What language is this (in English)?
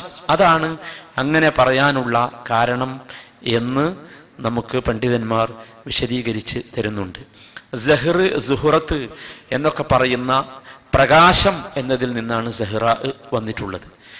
Malayalam